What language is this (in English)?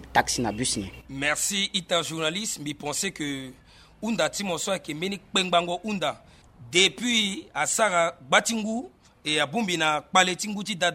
Sango